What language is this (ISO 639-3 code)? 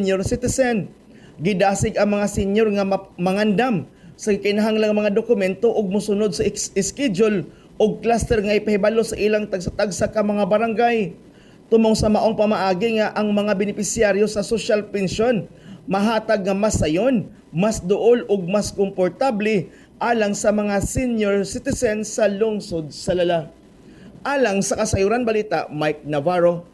ceb